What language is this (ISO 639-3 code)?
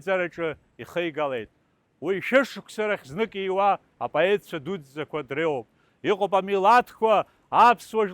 abk